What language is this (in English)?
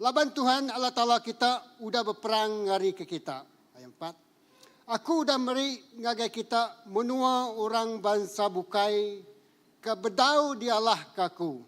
Iban